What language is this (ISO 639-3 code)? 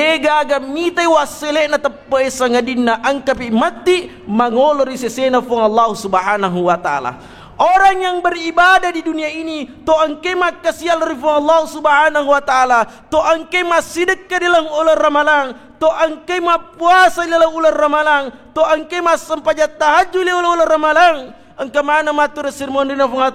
bug